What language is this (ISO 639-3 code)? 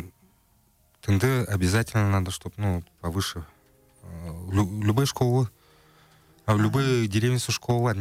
bua